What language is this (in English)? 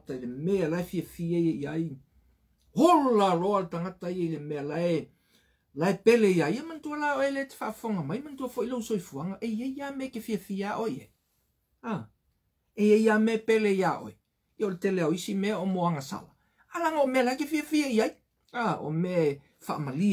Samoan